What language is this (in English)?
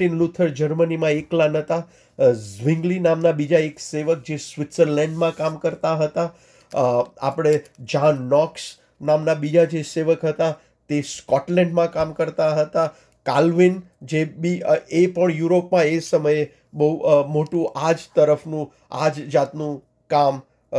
Gujarati